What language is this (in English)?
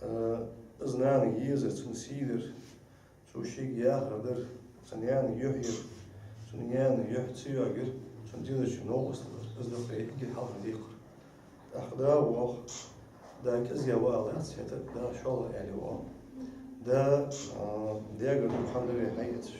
Ingush